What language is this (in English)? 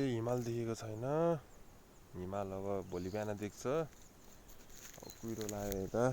Nepali